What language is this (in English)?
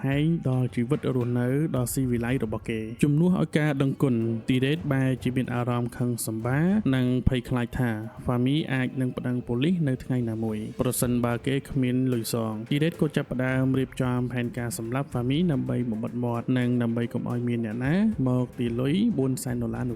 Khmer